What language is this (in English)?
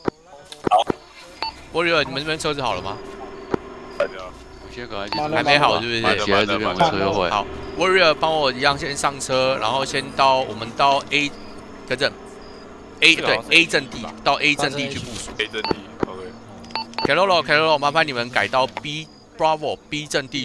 Chinese